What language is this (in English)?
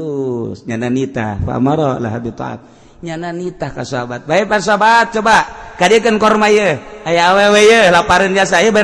Sundanese